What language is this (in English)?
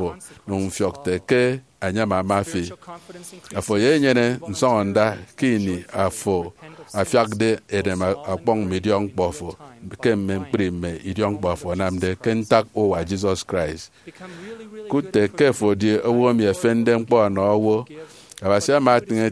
Efik